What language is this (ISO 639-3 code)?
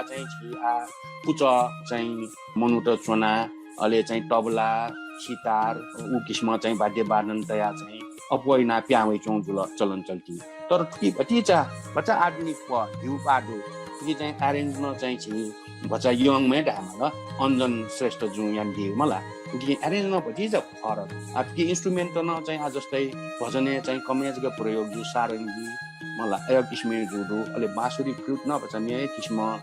new